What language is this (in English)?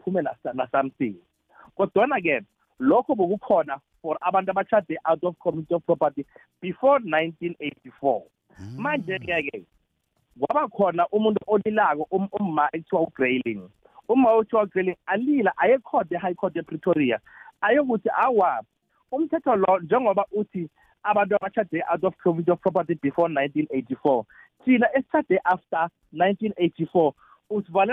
South Ndebele